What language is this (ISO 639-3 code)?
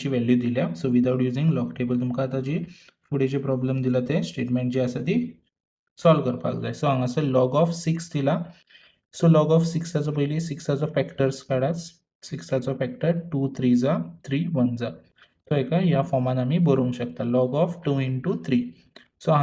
kok